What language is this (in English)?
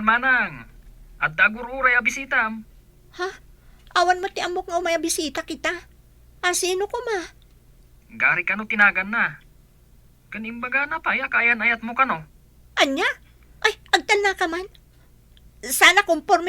Iloko